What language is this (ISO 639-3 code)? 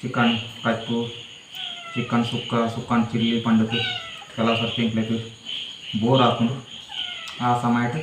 tcy